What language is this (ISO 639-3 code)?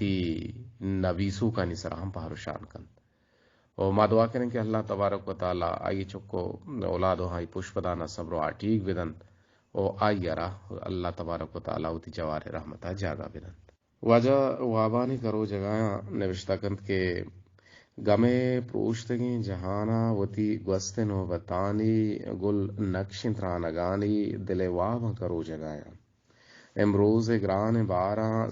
bgp